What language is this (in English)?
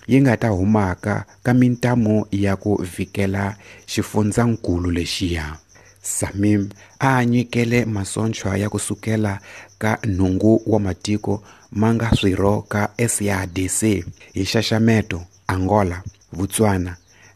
Tsonga